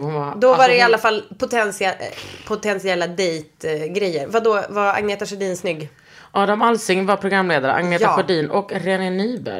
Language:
Swedish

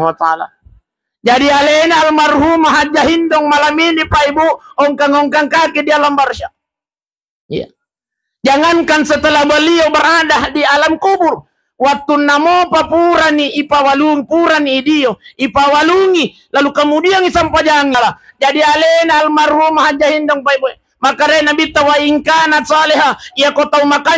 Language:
Buginese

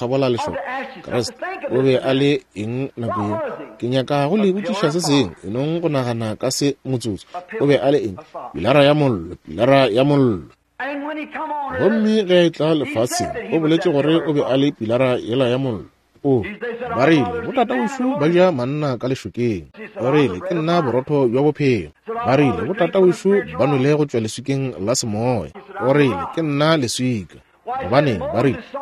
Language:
Northern Sotho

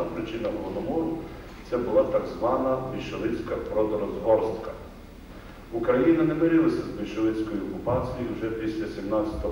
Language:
Ukrainian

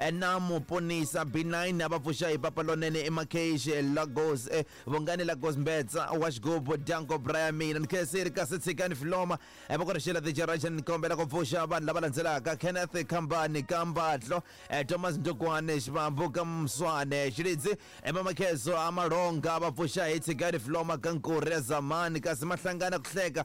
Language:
Tsonga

